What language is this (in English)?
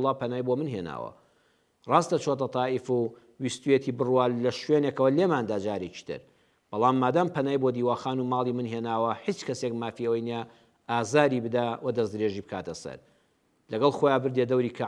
Central Kurdish